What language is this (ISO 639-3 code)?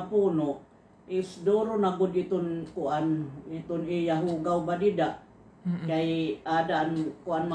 war